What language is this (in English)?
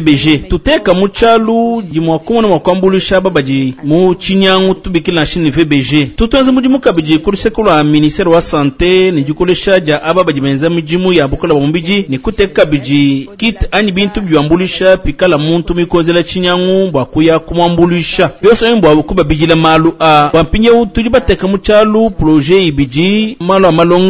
Luba-Lulua